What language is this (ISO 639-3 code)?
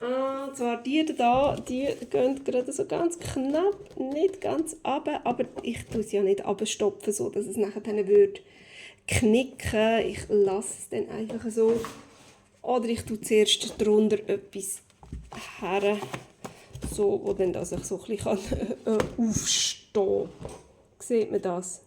gsw